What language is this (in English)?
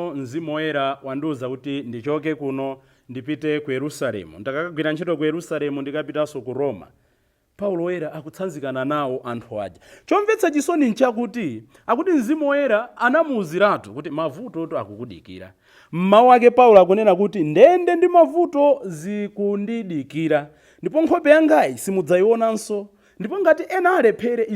Nyanja